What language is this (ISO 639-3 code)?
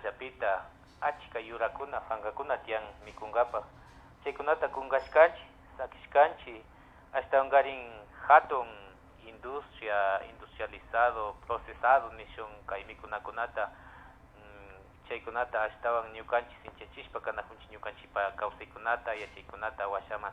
qvi